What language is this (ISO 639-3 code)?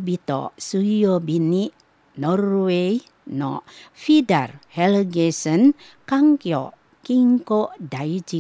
jpn